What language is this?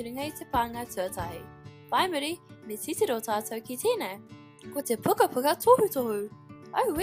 Māori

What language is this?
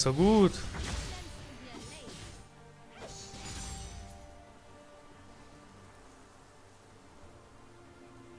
German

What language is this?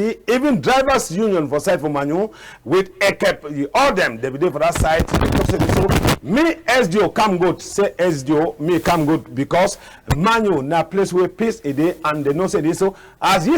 Cameroon Pidgin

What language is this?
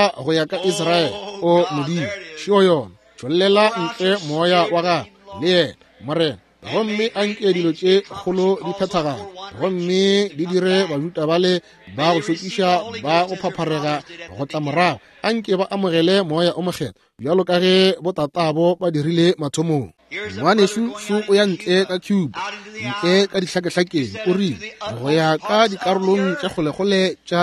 Northern Sotho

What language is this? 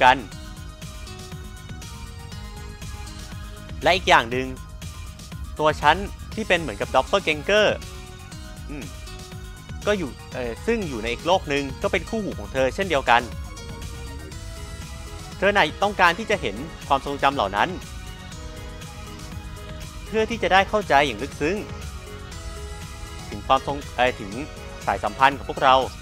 Thai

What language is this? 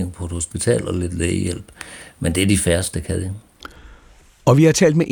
Danish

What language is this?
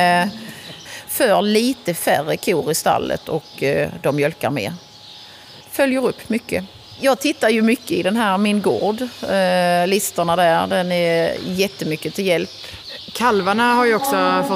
Swedish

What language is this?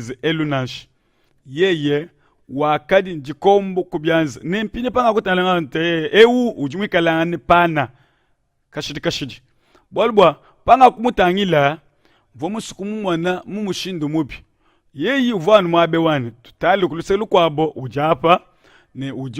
Luba-Lulua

